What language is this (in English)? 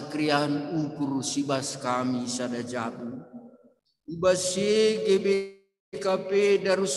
Batak Karo